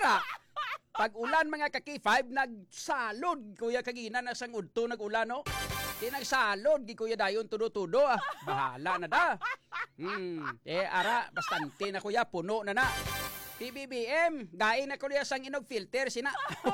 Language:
Hiligaynon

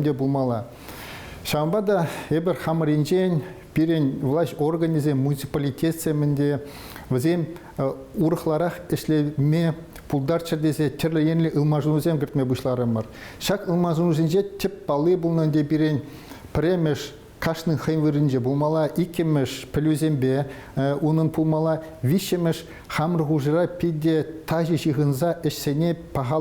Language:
Chuvash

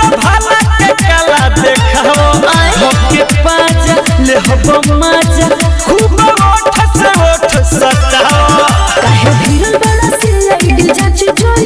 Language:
Bhojpuri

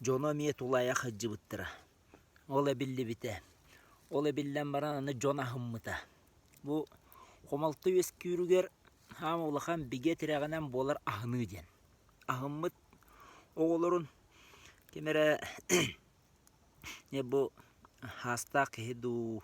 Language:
Yakut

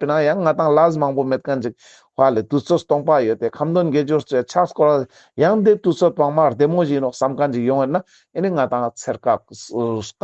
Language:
Ladakhi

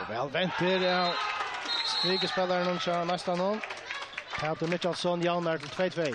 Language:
Faroese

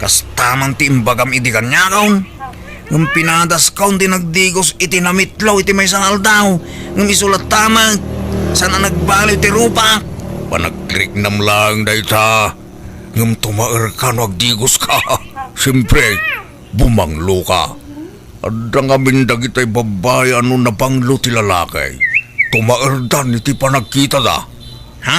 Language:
Iloko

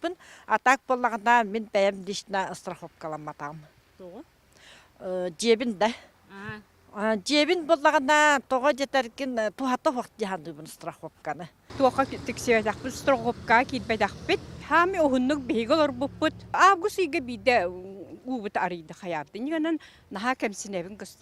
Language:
Yakut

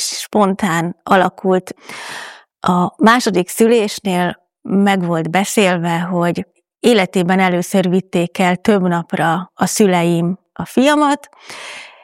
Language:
Hungarian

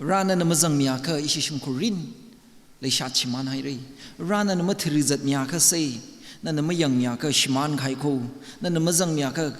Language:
Tangkhul Naga (India)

